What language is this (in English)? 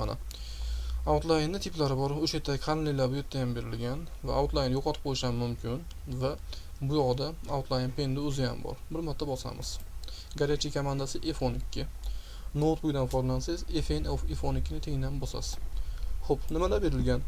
Uzbek